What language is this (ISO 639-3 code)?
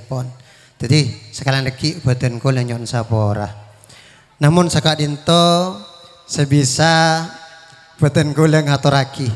mad